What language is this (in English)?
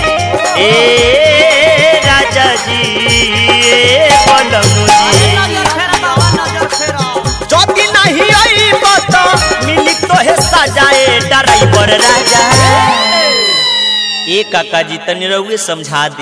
Bhojpuri